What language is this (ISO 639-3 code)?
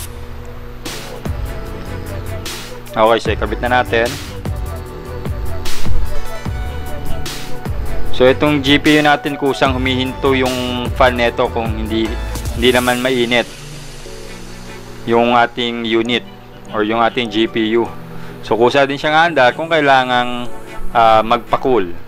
fil